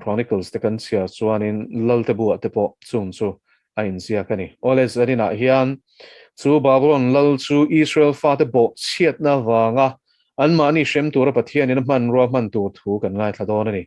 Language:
Mizo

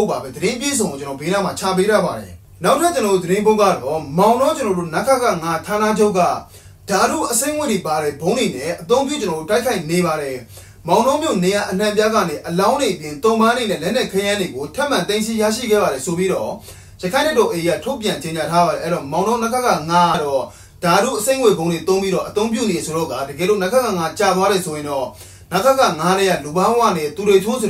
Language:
Burmese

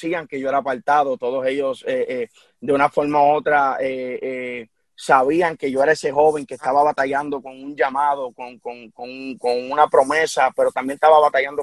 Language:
Spanish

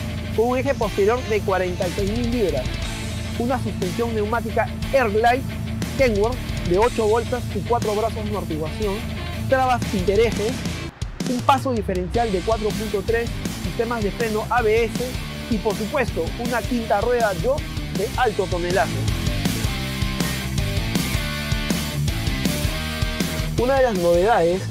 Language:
Spanish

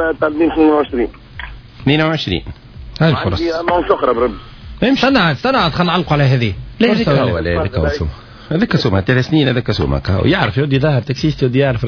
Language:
Tunisian Arabic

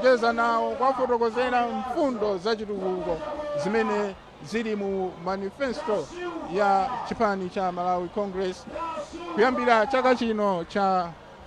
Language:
Nyanja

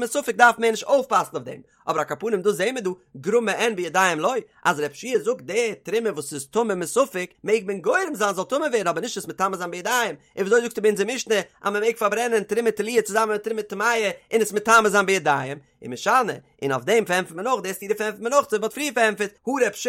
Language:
Yiddish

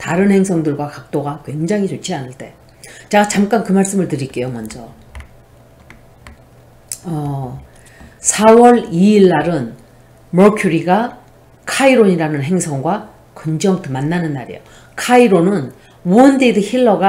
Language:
Korean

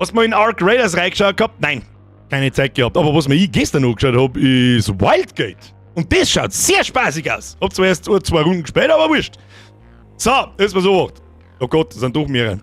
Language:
Bavarian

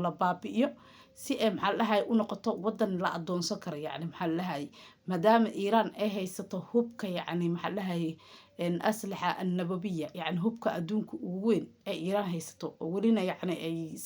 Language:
Somali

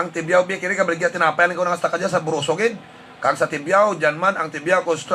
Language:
Hiligaynon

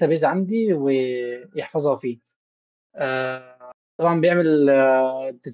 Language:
Egyptian Arabic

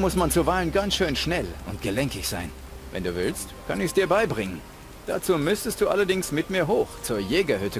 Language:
Bavarian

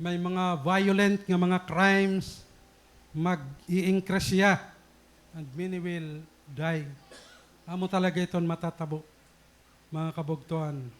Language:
Waray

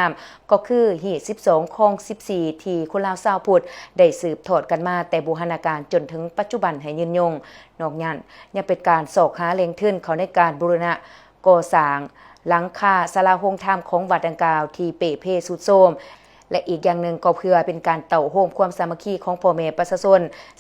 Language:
Lao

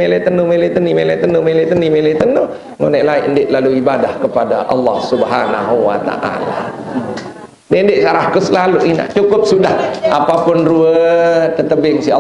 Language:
Sasak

